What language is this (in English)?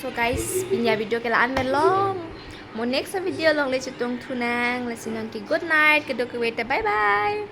Karbi